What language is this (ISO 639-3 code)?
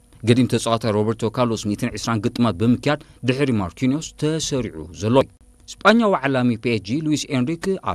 tir